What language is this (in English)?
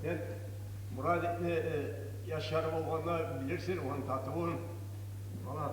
Kumyk